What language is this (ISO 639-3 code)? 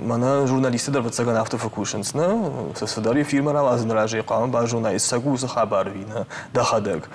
oss